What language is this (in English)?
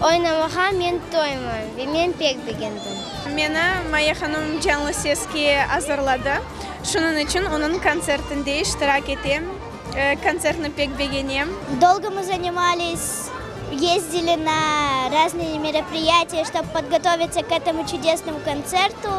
Crimean Tatar